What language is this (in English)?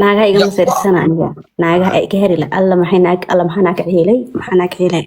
Somali